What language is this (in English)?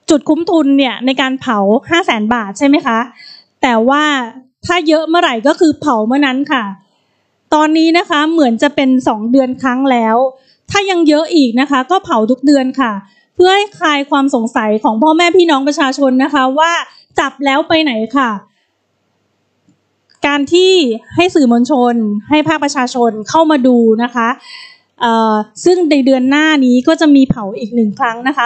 Thai